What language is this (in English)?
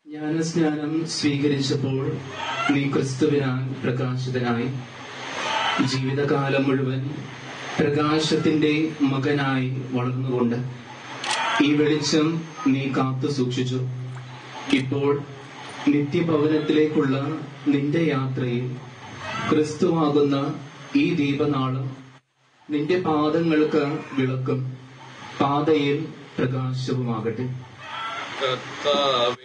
Malayalam